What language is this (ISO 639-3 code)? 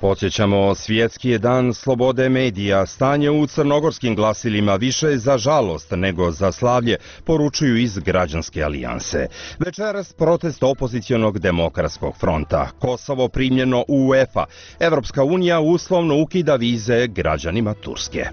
srp